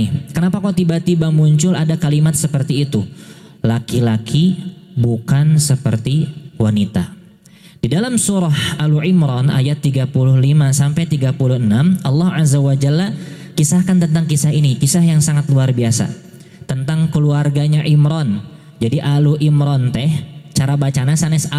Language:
Indonesian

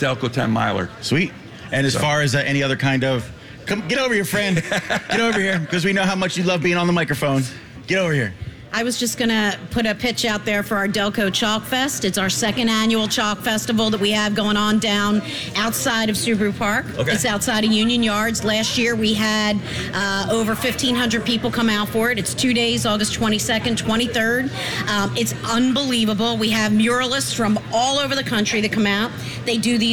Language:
English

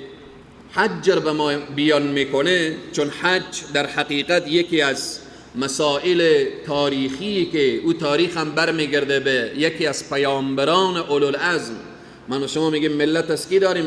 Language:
Persian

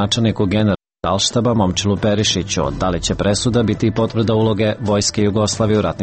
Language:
Serbian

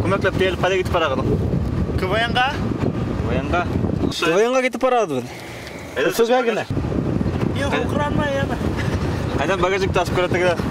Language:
Bashkir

